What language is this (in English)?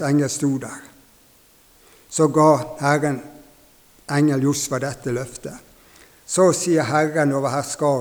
Norwegian